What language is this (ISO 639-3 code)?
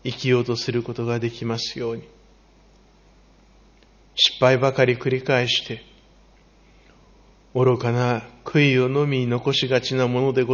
jpn